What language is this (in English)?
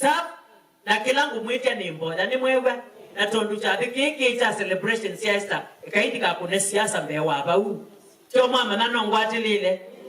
Kamba